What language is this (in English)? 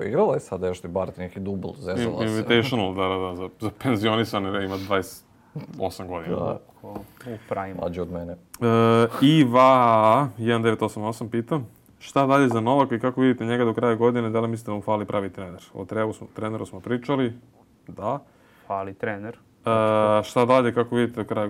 Serbian